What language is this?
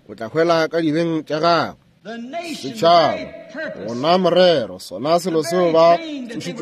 Northern Sotho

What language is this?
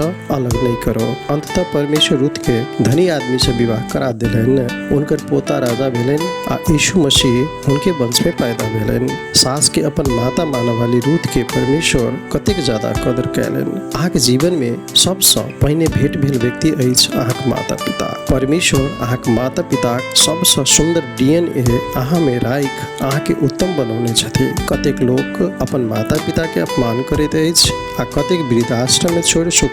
Maithili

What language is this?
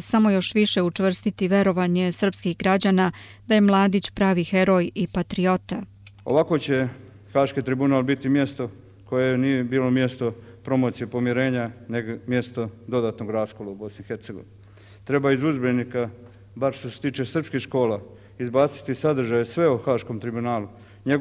Croatian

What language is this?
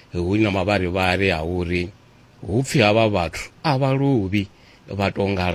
Venda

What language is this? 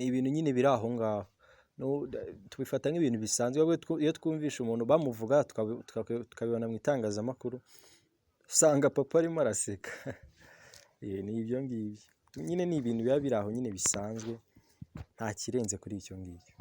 Kinyarwanda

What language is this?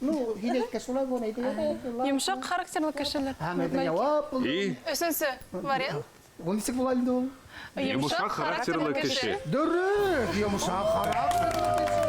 Bashkir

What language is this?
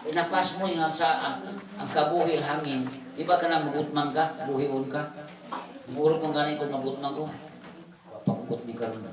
Cebuano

